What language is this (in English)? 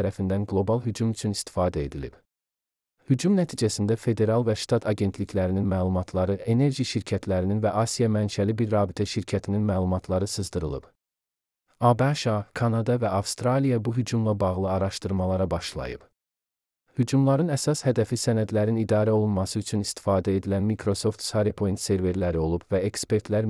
Azerbaijani